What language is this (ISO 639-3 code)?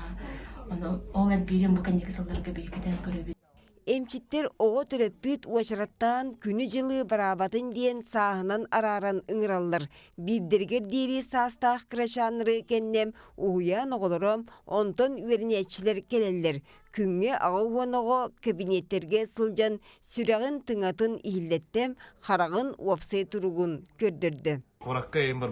sah